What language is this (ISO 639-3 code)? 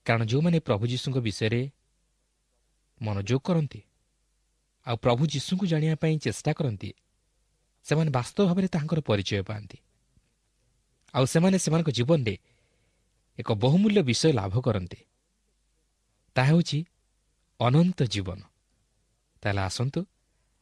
ori